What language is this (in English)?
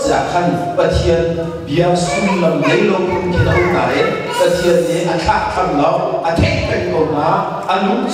Hakha Chin